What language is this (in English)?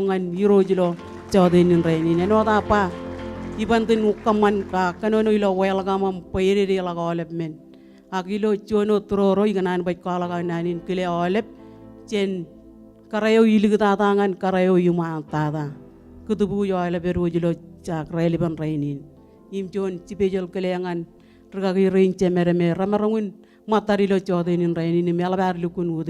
Marshallese